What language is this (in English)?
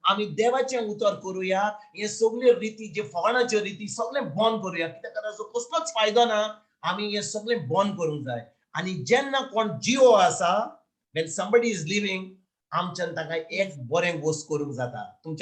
Konkani